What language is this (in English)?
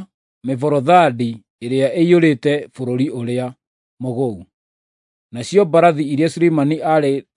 Kikuyu